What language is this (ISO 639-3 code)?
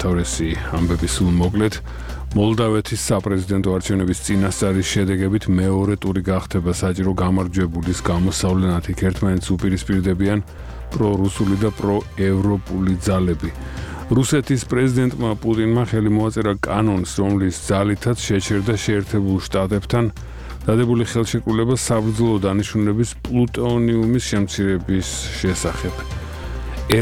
kat